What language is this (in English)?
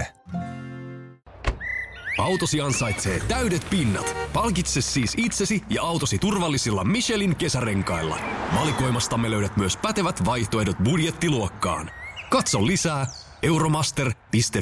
Finnish